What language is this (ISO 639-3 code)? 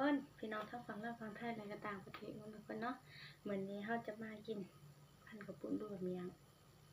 tts